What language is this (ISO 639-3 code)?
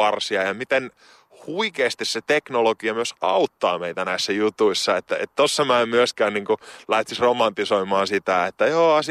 fin